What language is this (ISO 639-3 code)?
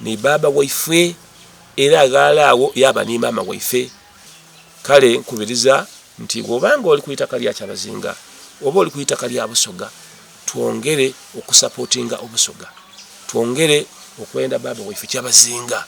xog